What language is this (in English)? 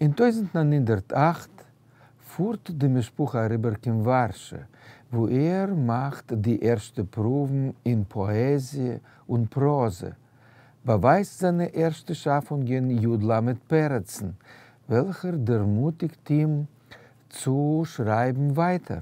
Yiddish